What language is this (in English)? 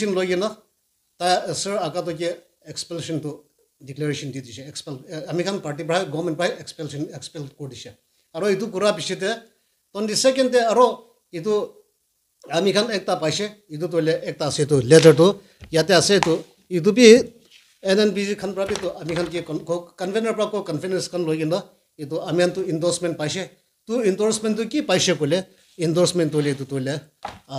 Naga Pidgin